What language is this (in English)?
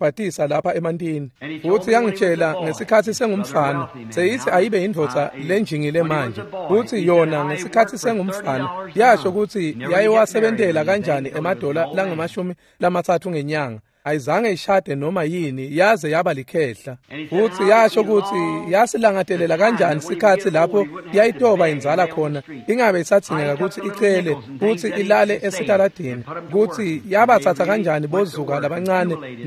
Swati